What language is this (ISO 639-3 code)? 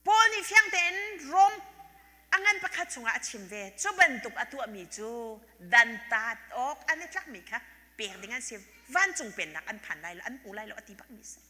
cnh